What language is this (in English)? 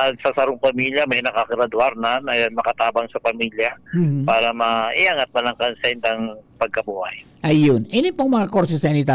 Bikol